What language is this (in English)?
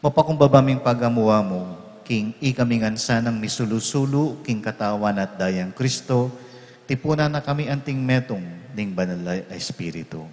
Pampanga